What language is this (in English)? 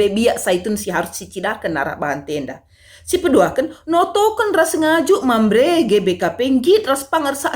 Batak Karo